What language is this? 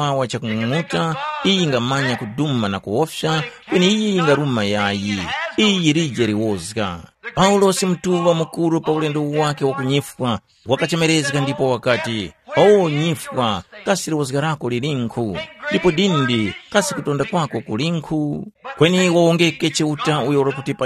Tumbuka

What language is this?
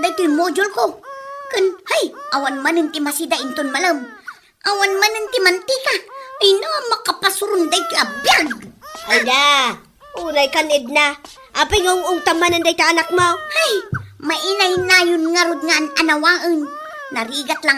Iloko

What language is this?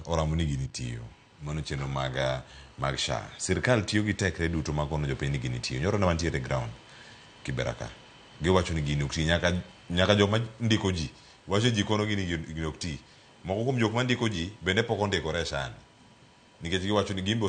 Luo (Kenya and Tanzania)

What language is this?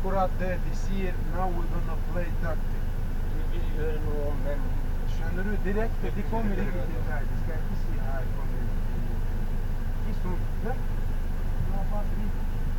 Norwegian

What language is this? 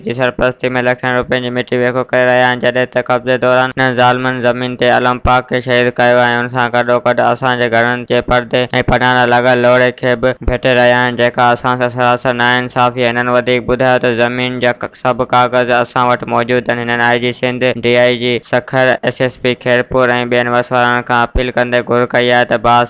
Sindhi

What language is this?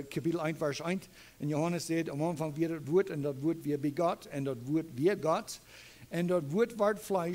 Plautdietsch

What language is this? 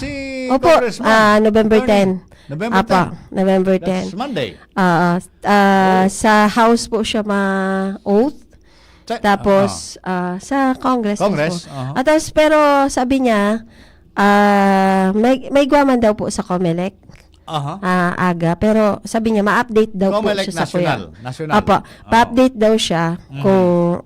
Bikol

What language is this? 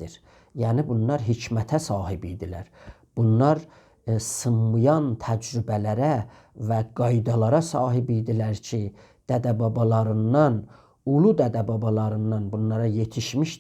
South Azerbaijani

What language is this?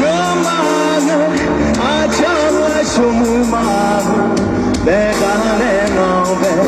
Akha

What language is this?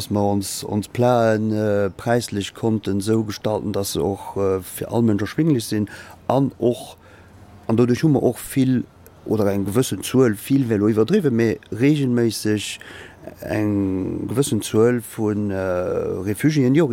Luxembourgish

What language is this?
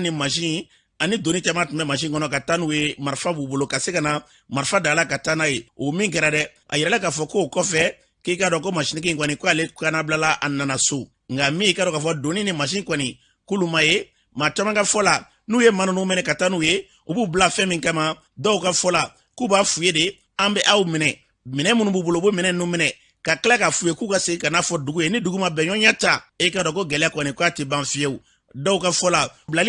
Bambara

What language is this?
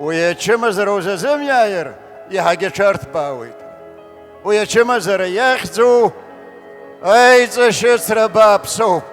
Abkhazian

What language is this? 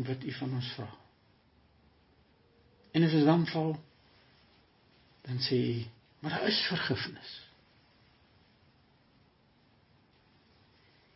Afrikaans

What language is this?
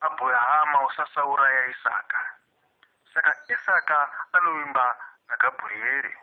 Shona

